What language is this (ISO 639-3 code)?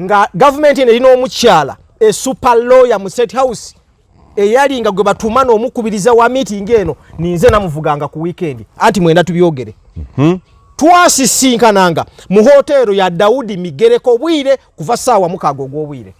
lug